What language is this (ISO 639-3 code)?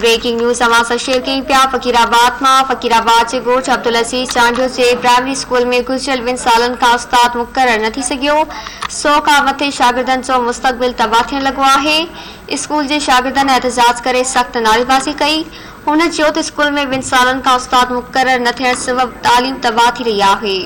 snd